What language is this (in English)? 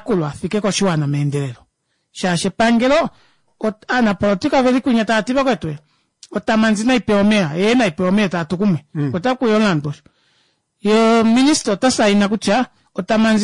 Kuanyama